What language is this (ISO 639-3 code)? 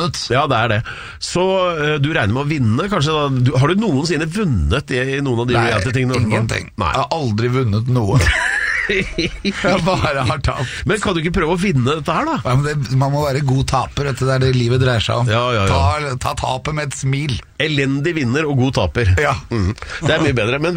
nor